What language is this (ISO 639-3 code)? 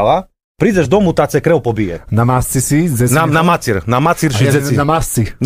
slk